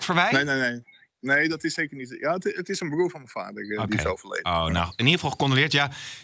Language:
Dutch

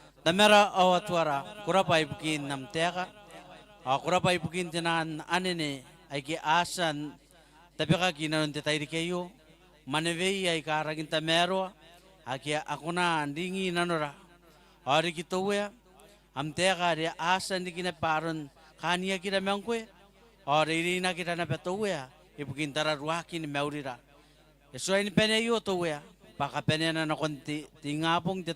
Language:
Gilbertese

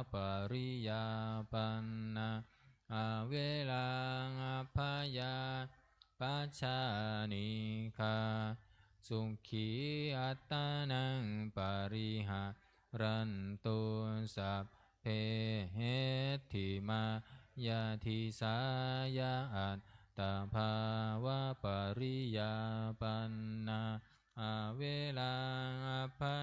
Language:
Pali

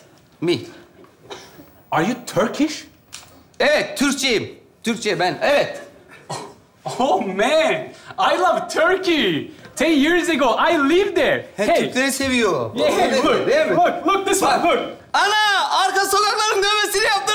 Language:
Turkish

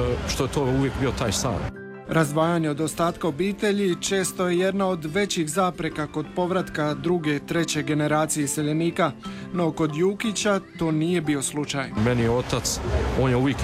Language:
Croatian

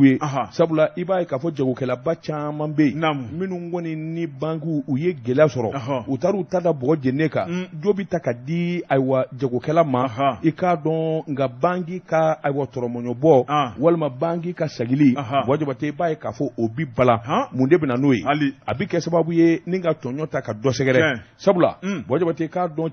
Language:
Bambara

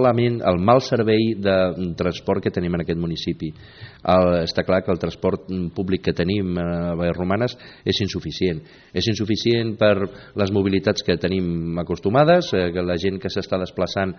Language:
Catalan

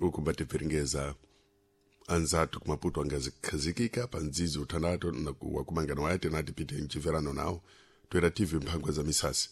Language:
Sena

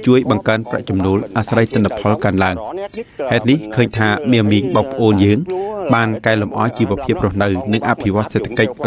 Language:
Khmer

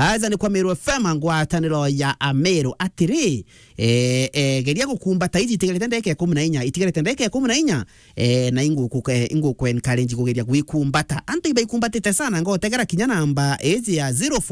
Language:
Meru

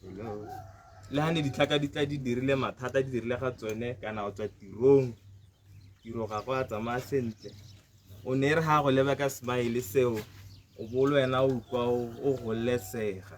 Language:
Tswana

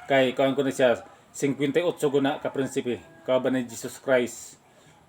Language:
Cebuano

